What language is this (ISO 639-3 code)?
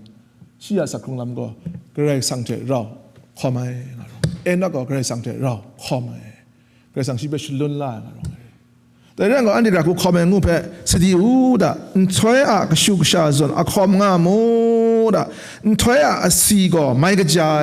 kac